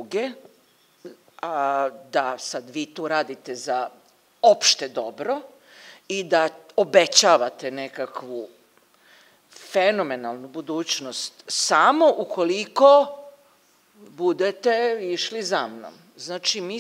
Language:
Serbian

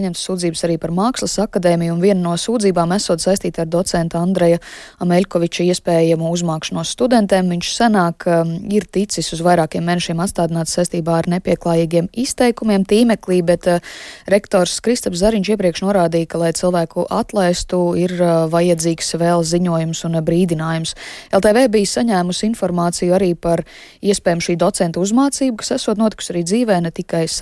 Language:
Latvian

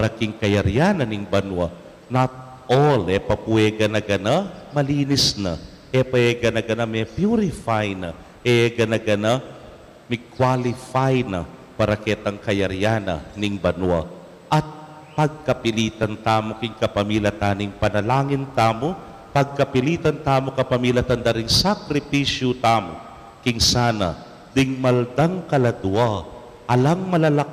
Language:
Pampanga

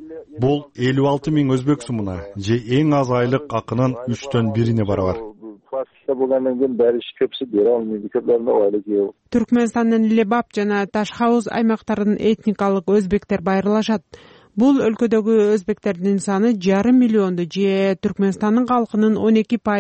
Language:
Kyrgyz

